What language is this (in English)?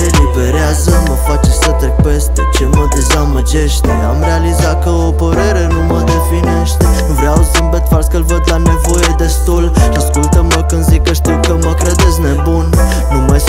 Romanian